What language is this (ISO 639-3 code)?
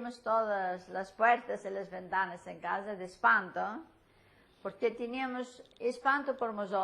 lad